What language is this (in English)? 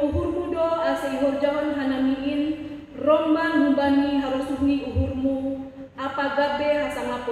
Batak Simalungun